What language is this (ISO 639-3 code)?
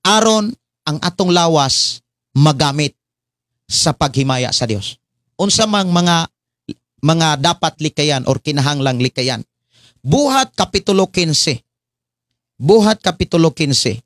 ceb